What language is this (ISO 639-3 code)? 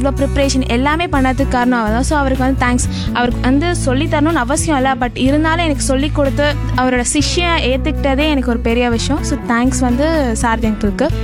tam